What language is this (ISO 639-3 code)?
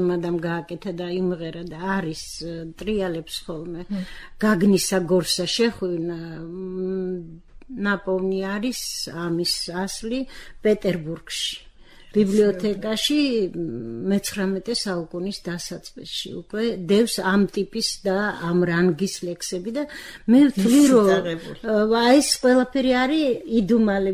kat